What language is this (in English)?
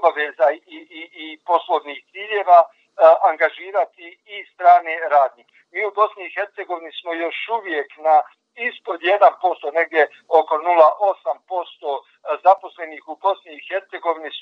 Bosnian